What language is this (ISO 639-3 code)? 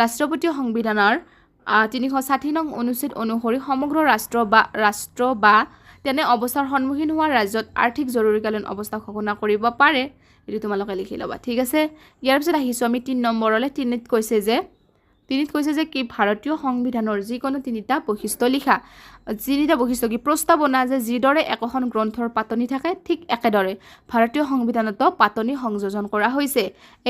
asm